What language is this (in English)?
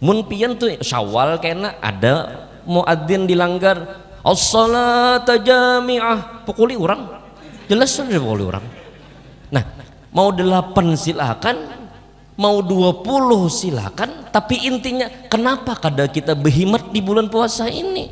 Banjar